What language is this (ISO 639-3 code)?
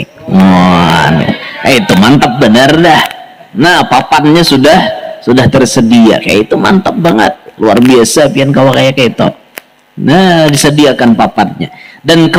bjn